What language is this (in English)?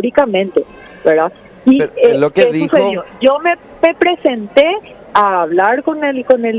Spanish